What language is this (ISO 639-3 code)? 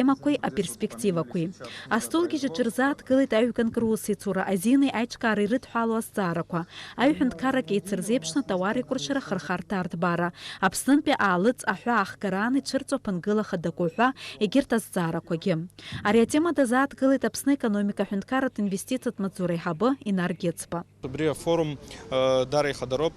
abk